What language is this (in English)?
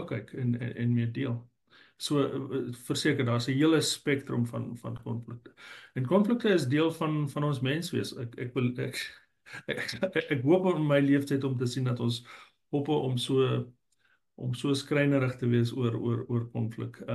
Afrikaans